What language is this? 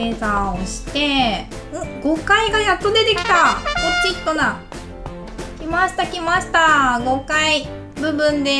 Japanese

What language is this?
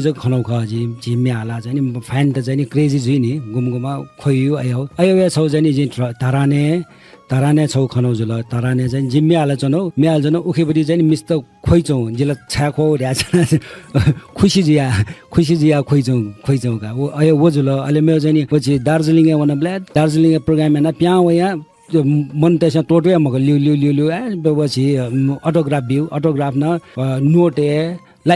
Newari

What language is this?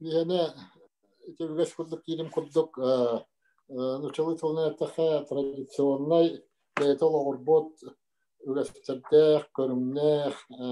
Yakut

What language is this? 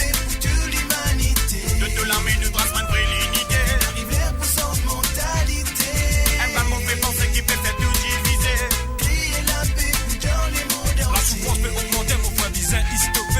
Morisyen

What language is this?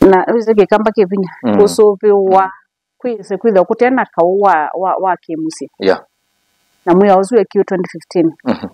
Kamba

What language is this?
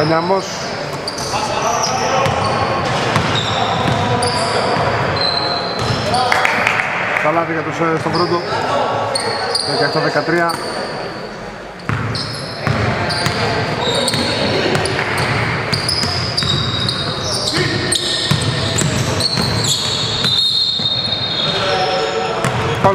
Greek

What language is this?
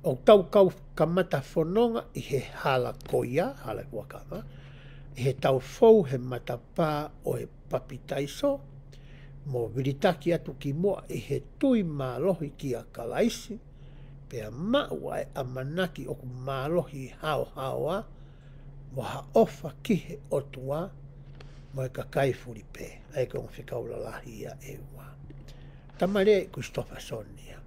Tongan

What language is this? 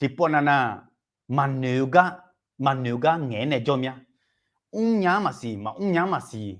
Akha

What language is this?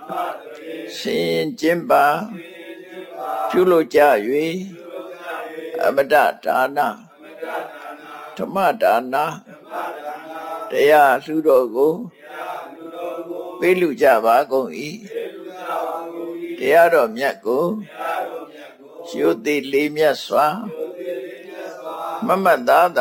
Burmese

